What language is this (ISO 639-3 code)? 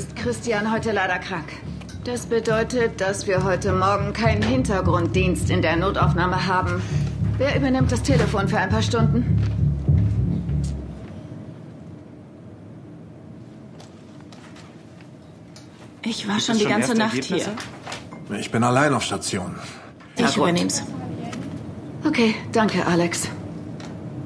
deu